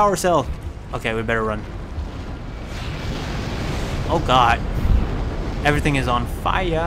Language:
English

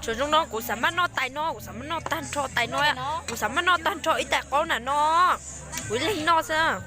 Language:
Hmong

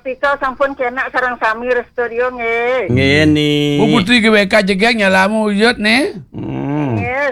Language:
Balinese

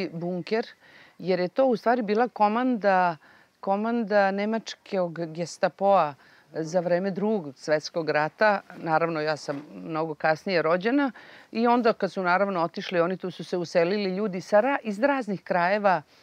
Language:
Serbian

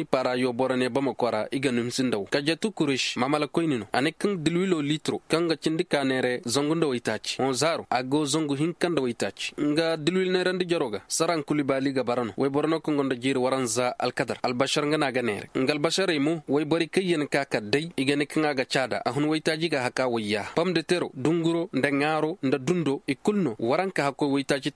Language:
Koyraboro Senni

